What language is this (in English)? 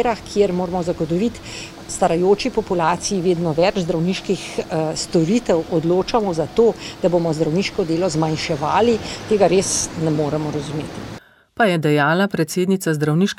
Slovenian